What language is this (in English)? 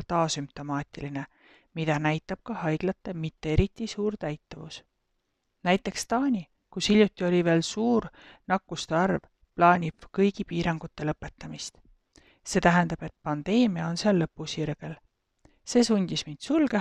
Estonian